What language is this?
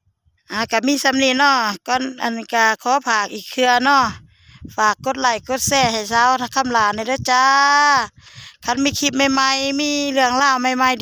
Lao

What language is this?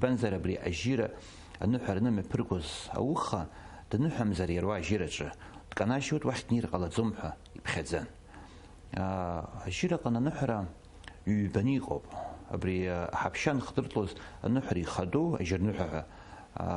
Abkhazian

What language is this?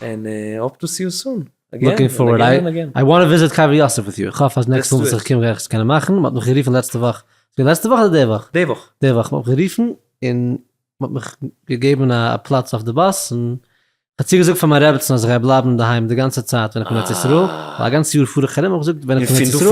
Yiddish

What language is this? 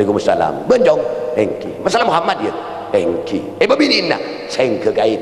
Madurese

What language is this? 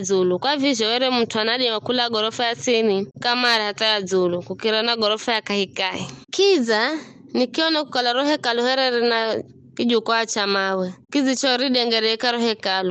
Giryama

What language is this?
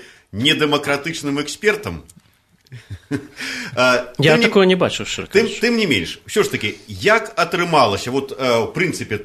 Belarusian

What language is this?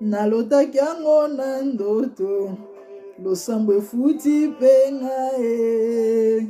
Lingala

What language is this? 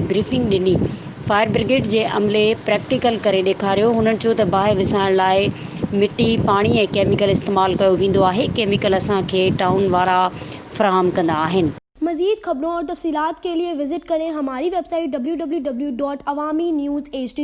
Sindhi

